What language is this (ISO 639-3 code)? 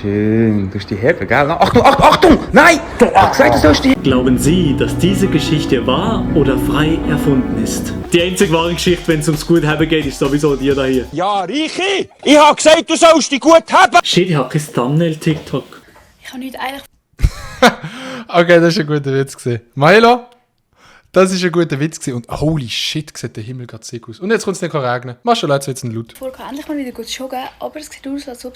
gsw